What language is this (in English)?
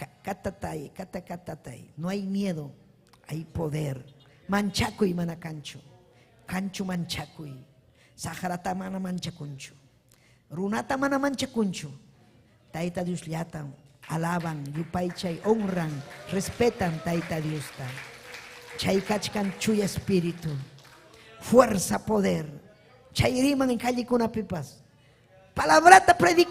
Ayacucho Quechua